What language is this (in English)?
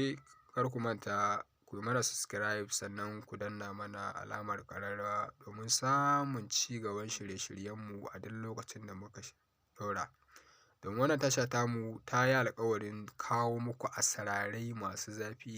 Hausa